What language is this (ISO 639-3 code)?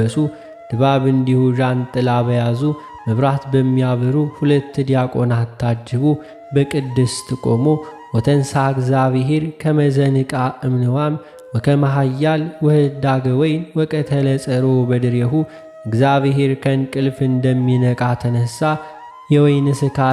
amh